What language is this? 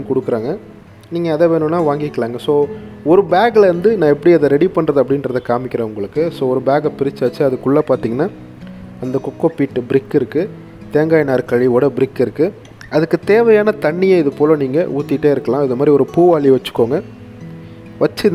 Tamil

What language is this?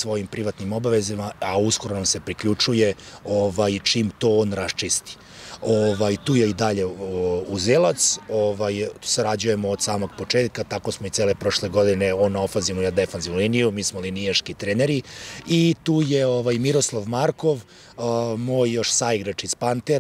Serbian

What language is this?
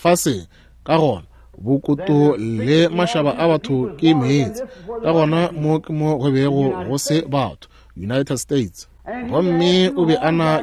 Northern Sotho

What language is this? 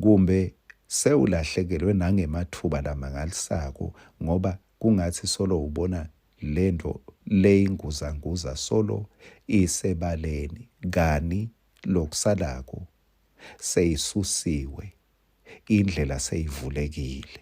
Swati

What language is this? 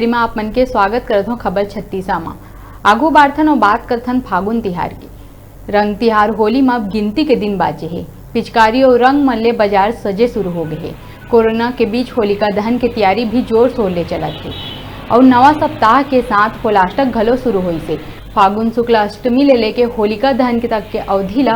Chhattisgarhi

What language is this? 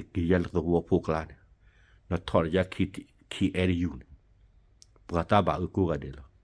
S'gaw Karen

